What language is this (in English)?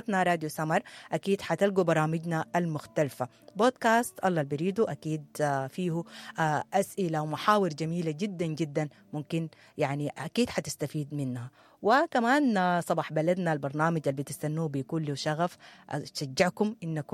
Sudanese Arabic